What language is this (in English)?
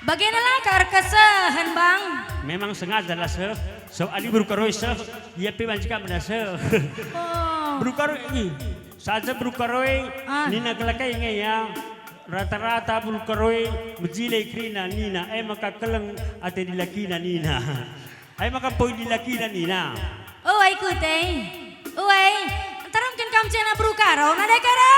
Batak Karo